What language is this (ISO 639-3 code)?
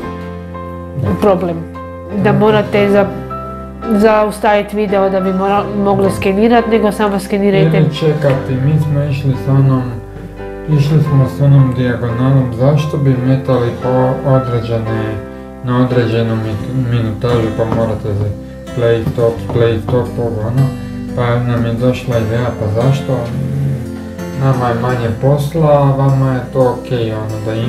hrv